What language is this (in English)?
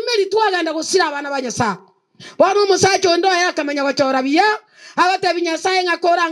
Gusii